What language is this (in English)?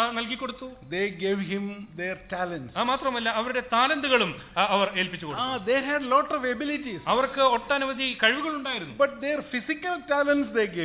Malayalam